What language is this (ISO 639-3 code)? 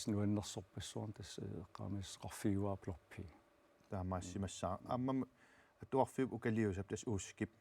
kal